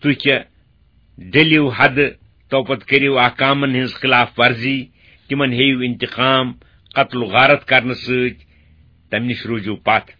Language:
Kashmiri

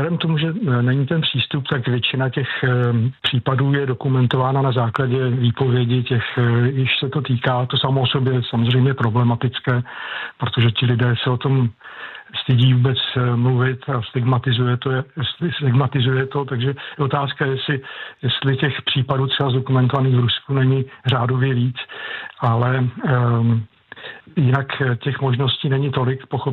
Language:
Czech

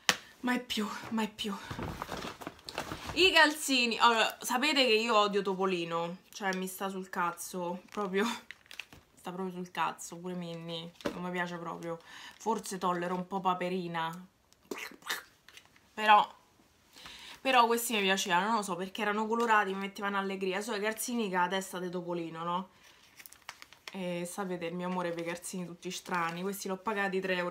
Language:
Italian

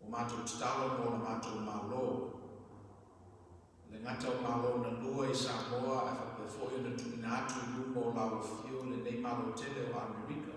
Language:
Samoan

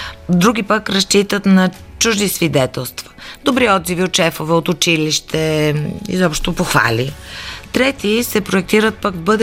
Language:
Bulgarian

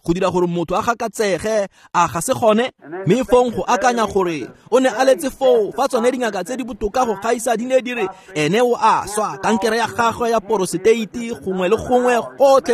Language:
Tswana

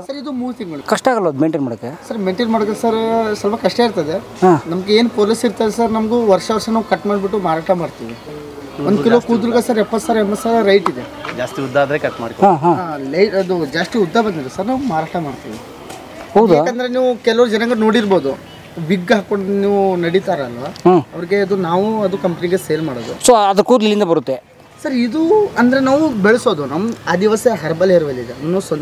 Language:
Kannada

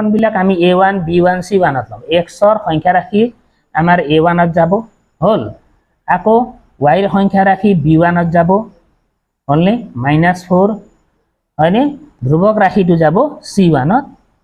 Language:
Assamese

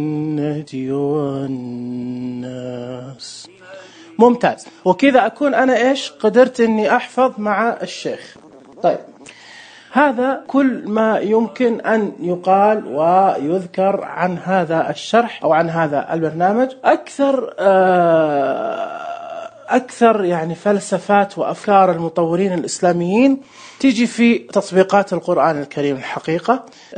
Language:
Najdi Arabic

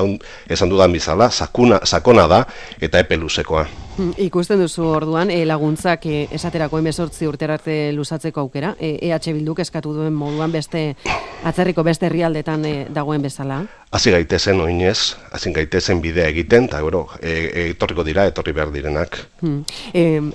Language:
Basque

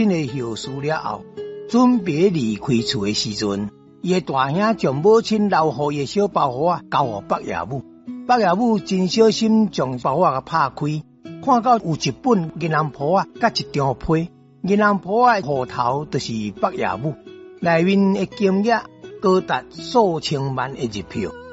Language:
Min Nan Chinese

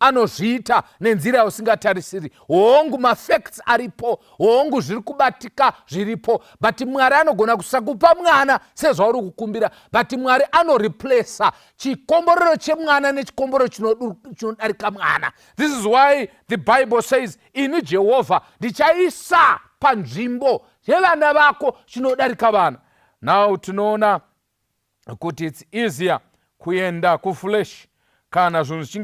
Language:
Shona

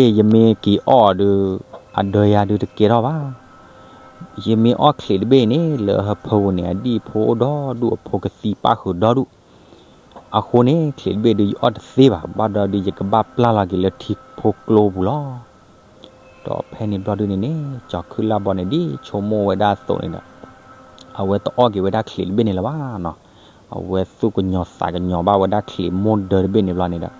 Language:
S'gaw Karen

